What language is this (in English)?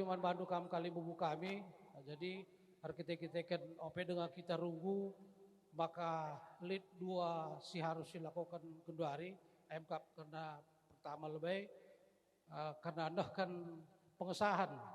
Batak Karo